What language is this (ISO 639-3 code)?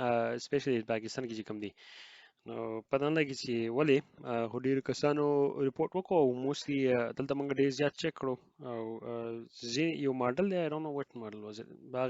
pus